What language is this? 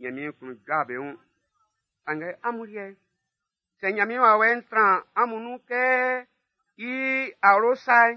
Baoulé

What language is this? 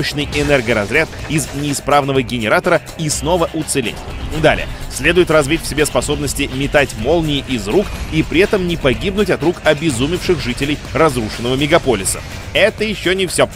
Russian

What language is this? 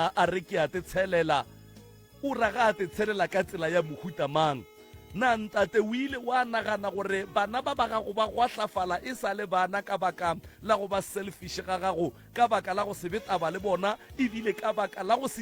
Northern Sotho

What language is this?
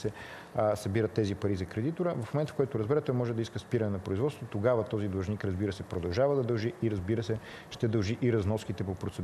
Bulgarian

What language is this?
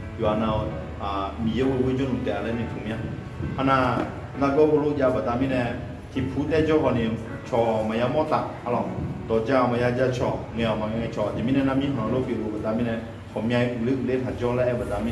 Akha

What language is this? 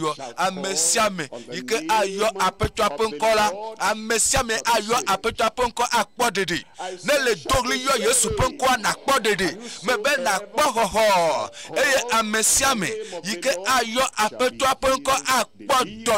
Ewe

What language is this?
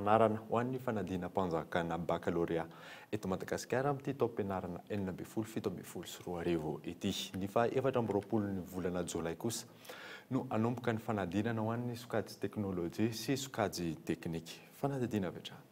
Malagasy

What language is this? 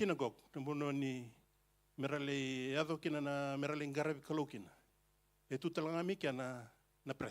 Fijian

